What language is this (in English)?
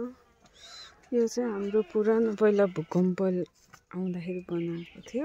Nepali